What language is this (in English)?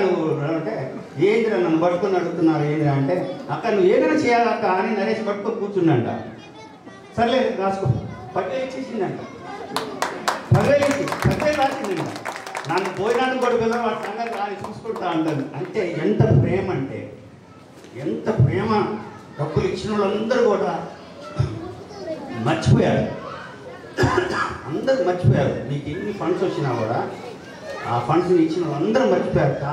Telugu